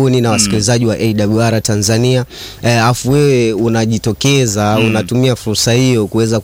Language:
Swahili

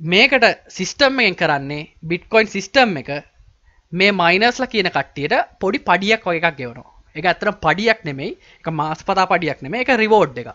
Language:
Sinhala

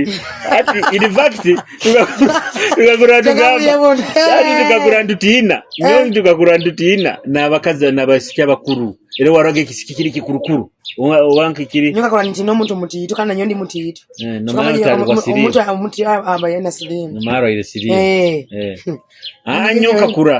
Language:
Nyoro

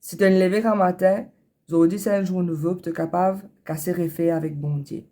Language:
Morisyen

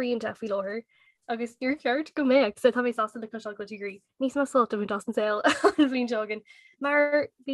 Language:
Irish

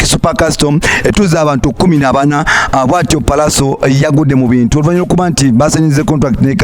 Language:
Ganda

